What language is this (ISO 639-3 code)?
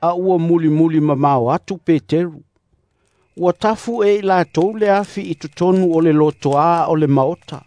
smo